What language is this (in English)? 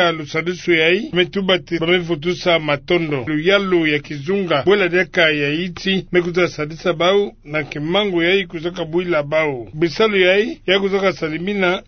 Kituba (Democratic Republic of Congo)